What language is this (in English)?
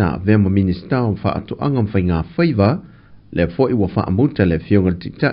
Samoan